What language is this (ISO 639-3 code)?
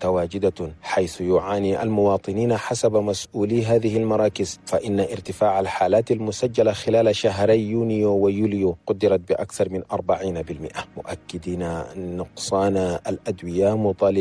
shu